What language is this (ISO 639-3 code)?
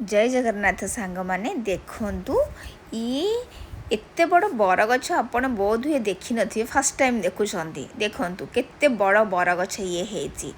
ori